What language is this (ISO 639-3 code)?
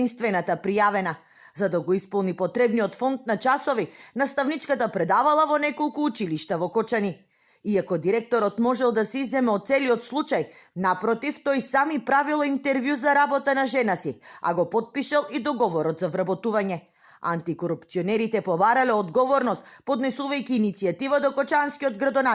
mkd